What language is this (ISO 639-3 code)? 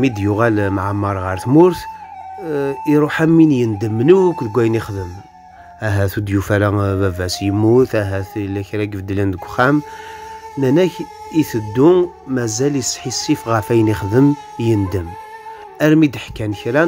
kab